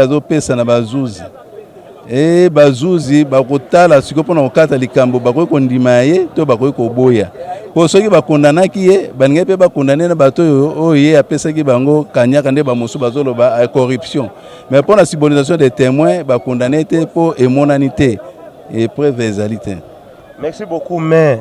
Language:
Lingala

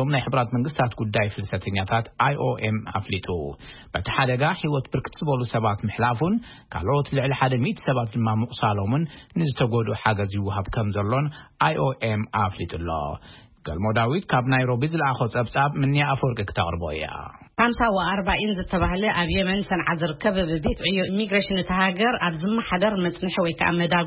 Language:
Tigrinya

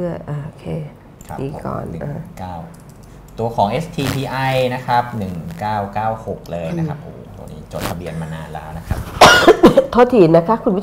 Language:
Thai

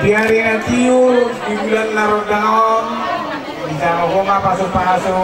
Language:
Batak Toba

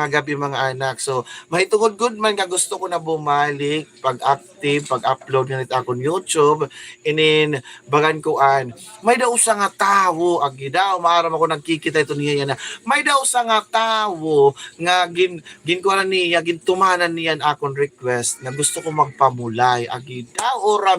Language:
Waray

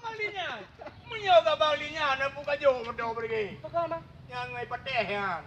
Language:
Achinese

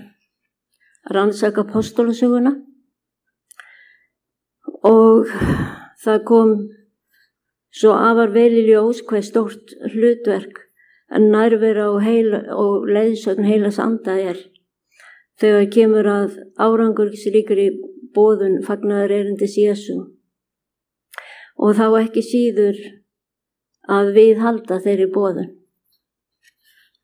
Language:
Icelandic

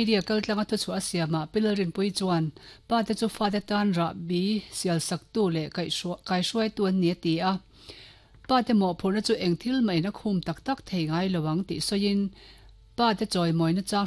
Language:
Mizo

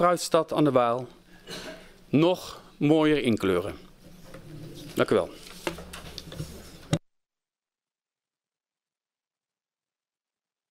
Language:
Dutch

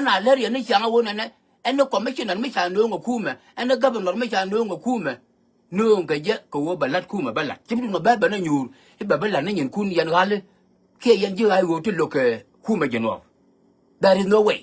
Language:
Nuer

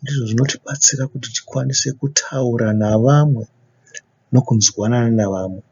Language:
Shona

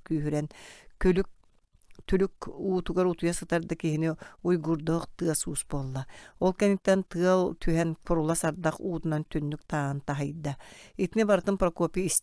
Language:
Yakut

